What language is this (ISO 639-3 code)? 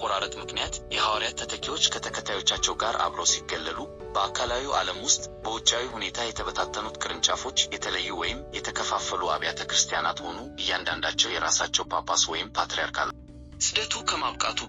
amh